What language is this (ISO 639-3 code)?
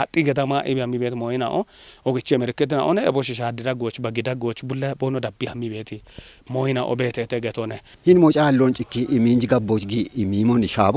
kbr